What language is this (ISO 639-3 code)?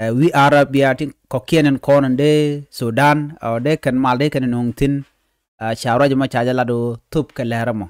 nus